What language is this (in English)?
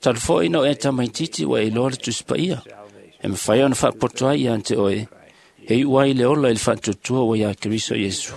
Samoan